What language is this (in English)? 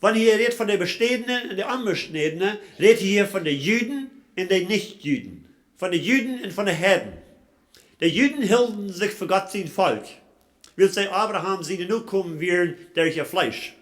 Plautdietsch